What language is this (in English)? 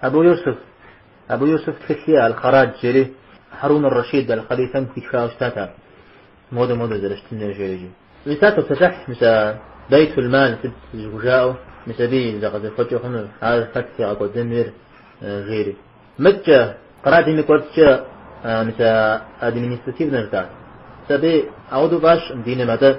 Kabardian